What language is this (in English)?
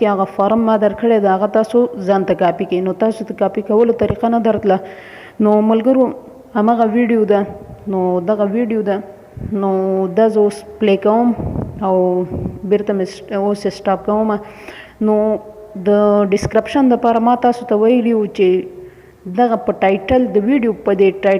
Pashto